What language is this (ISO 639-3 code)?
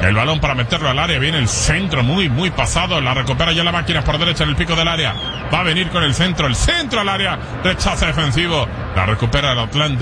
spa